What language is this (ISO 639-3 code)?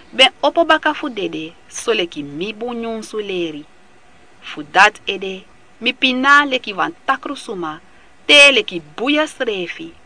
srn